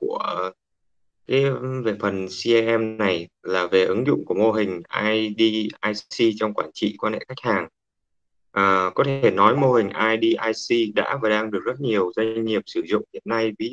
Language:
Vietnamese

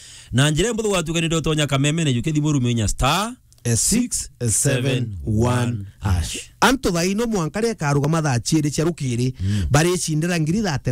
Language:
Meru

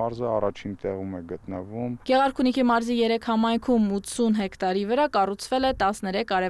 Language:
Armenian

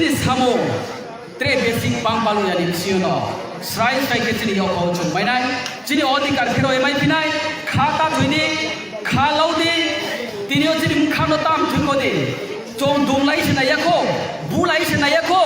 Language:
Riang (India)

